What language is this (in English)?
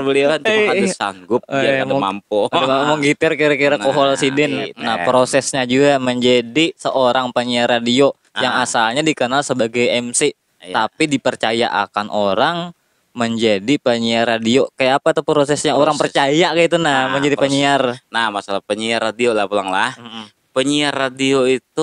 Banjar